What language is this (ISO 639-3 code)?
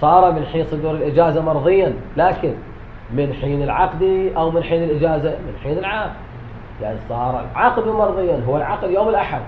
acm